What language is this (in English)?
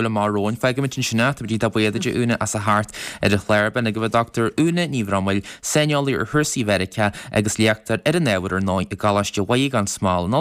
Irish